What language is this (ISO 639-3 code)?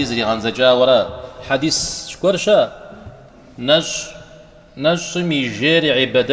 kbd